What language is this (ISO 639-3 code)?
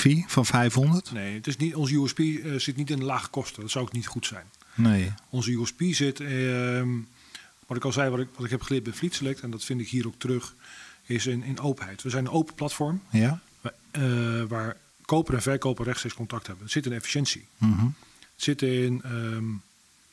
nld